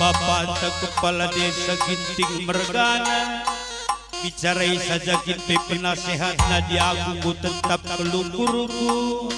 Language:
Batak Karo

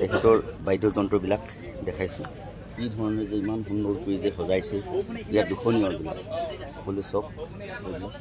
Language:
Assamese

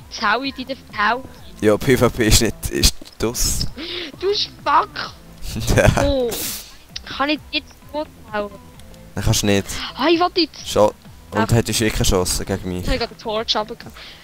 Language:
Swiss German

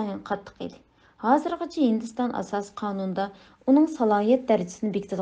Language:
Uyghur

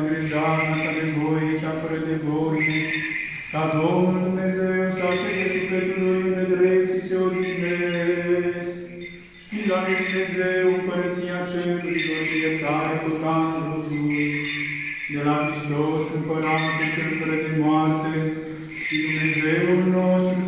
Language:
Romanian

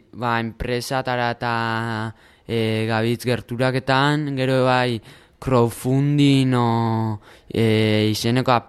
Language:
Basque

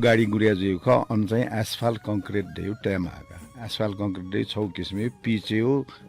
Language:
Newari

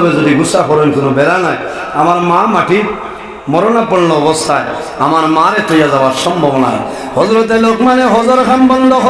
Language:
Sylheti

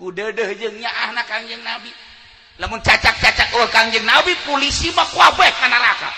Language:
Sundanese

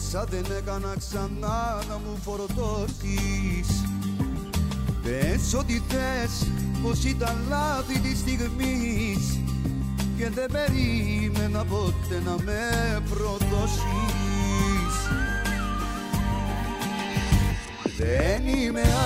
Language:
Greek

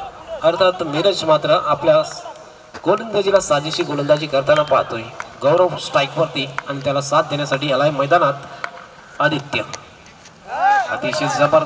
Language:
Marathi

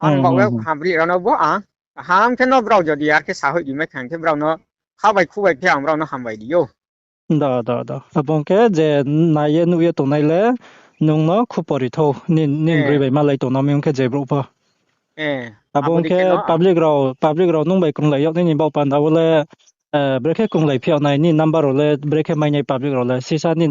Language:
Riang (India)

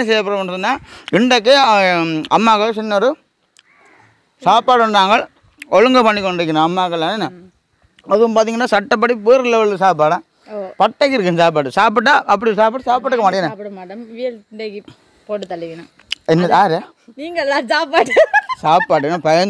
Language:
Tamil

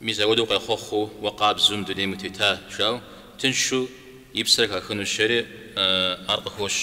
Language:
Kabardian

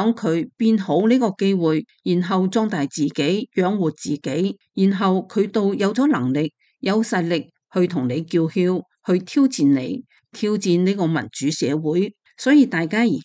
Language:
Cantonese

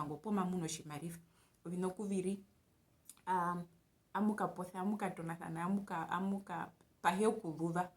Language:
Herero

